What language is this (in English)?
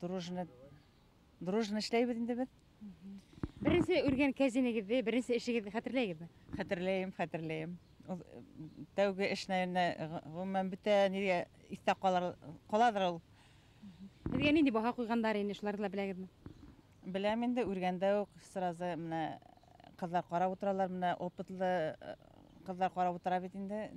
Bashkir